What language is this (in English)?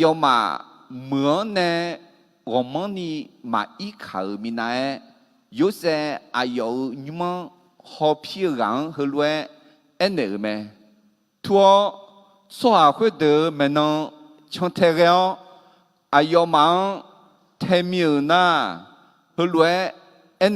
Akha